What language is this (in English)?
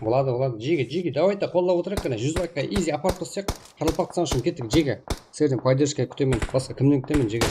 Kara-Kalpak